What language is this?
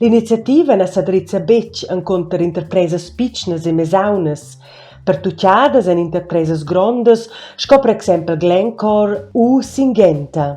Romansh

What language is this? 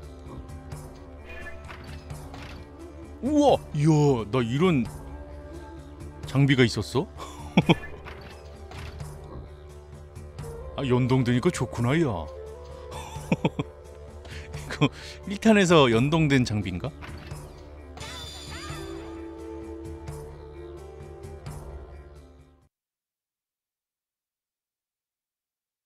Korean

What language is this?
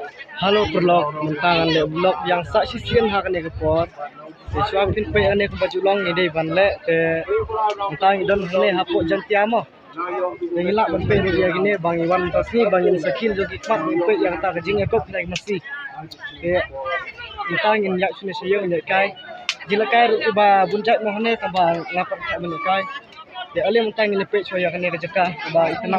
Khasi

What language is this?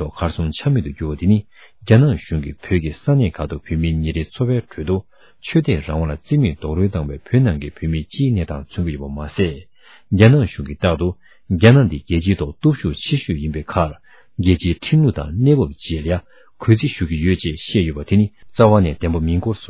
Tibetan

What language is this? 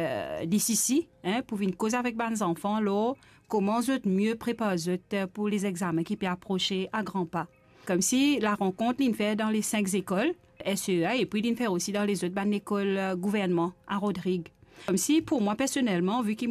Morisyen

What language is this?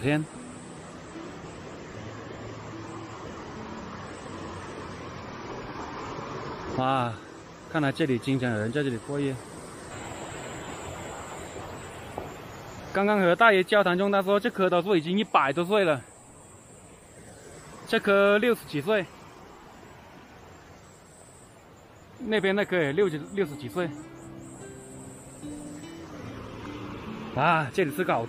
Chinese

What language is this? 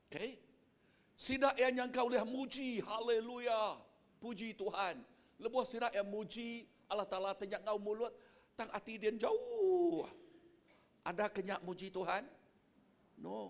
Iban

